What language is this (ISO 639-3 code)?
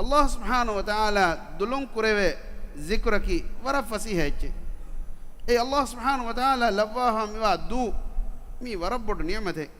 div